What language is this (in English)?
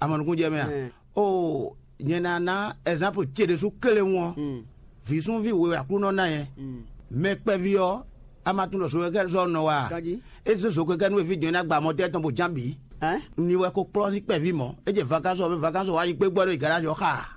Fon